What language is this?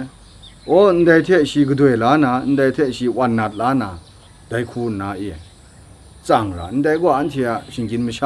Kachin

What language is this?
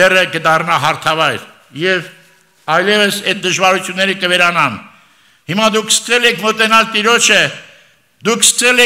Armenian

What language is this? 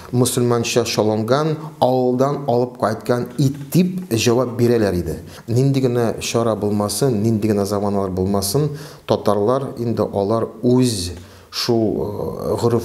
Tatar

